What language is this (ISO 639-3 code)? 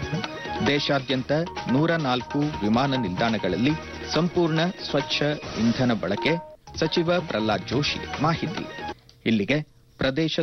kan